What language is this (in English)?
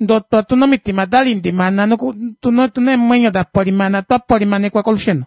Kuanyama